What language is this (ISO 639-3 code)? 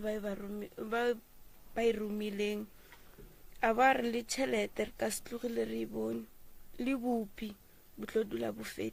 nso